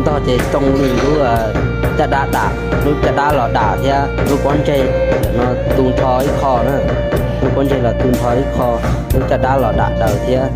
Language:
Hmong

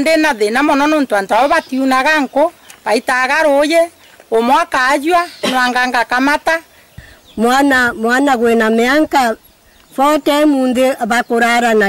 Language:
Meru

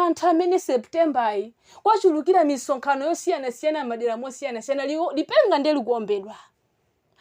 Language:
Nyanja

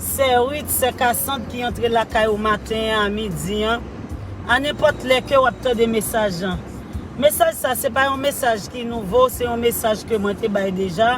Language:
Haitian Creole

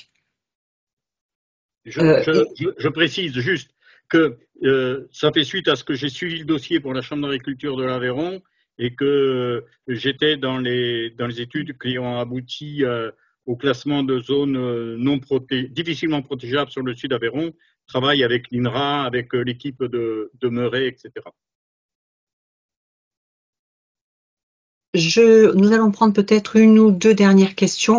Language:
French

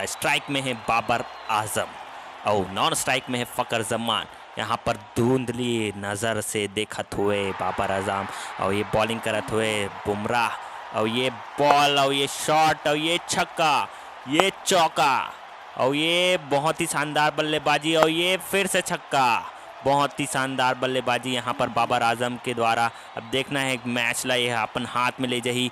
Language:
Chhattisgarhi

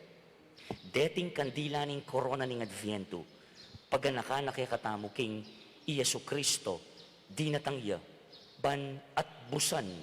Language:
Pampanga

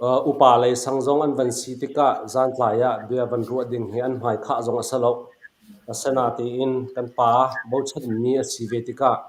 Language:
Hakha Chin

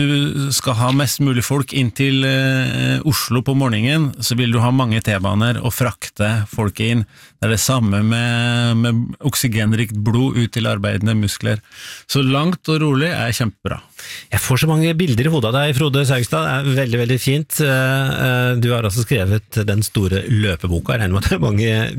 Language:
Norwegian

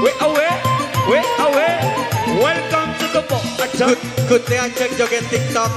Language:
Madurese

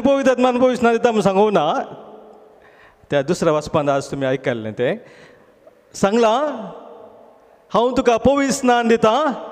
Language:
Konkani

